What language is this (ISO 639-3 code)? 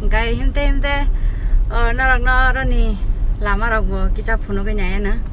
trp